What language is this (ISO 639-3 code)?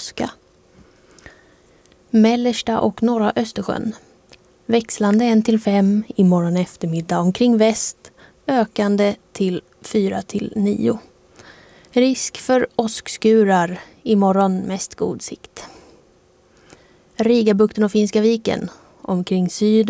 swe